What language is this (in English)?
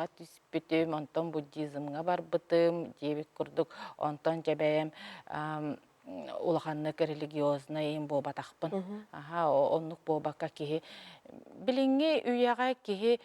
Yakut